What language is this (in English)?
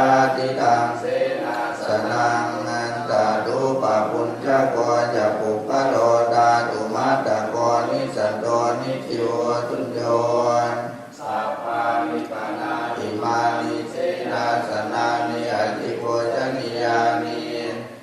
Pali